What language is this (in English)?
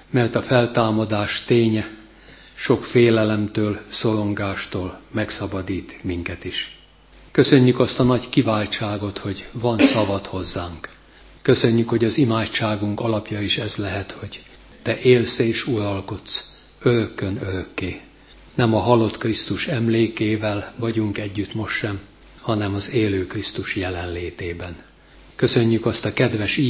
Hungarian